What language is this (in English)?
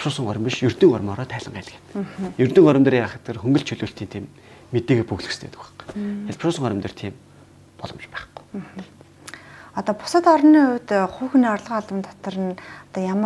Mongolian